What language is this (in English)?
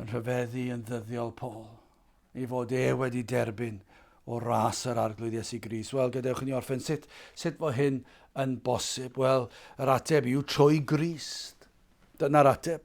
Welsh